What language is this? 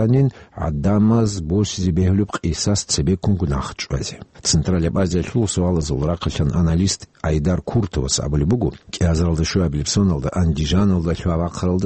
Avaric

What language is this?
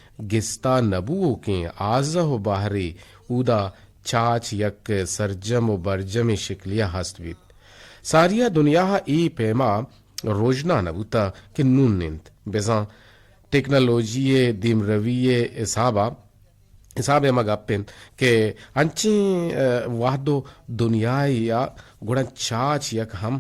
Eastern Balochi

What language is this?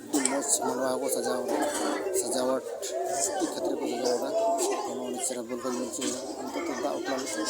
Santali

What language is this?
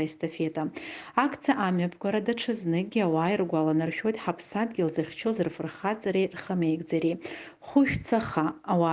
Abkhazian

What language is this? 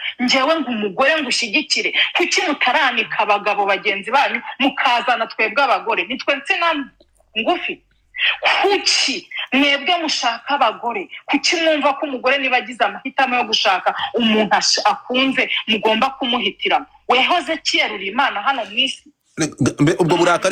Kinyarwanda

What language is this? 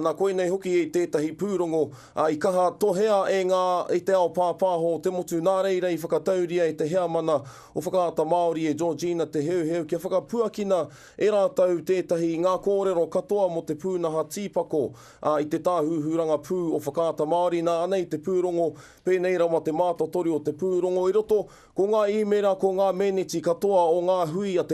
Māori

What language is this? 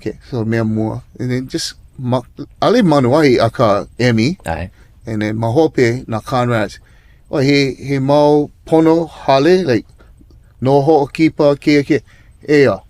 Hawaiian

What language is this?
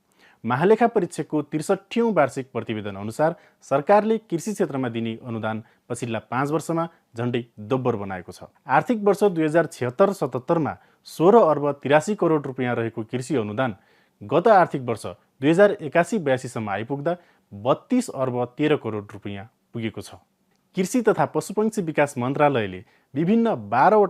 Nepali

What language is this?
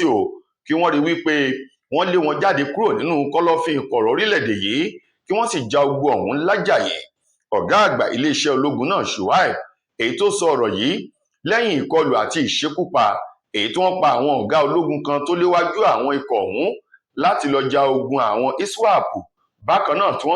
Yoruba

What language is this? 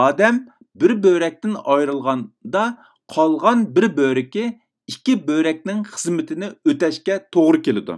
Uyghur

